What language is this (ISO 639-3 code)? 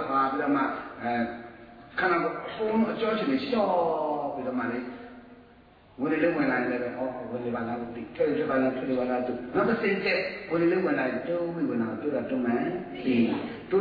mya